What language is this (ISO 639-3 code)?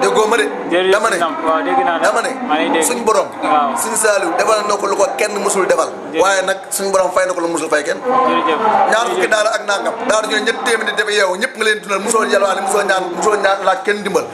wol